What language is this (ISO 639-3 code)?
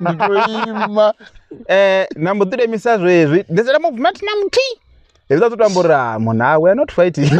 ven